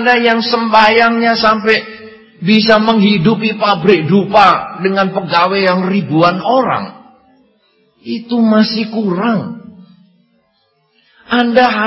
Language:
Indonesian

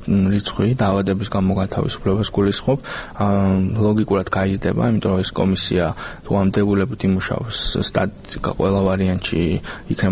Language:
Georgian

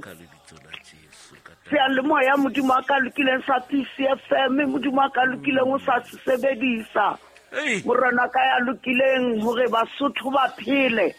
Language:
Southern Sotho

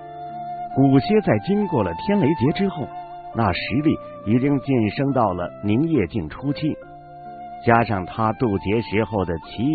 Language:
Chinese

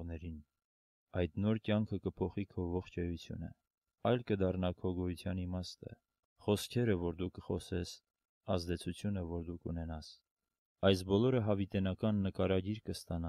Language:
Armenian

